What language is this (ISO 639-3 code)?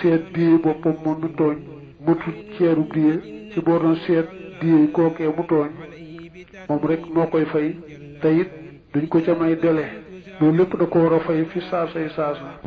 wol